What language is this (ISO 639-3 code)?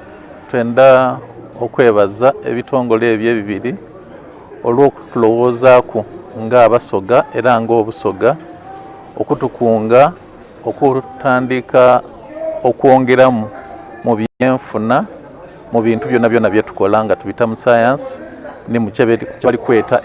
xog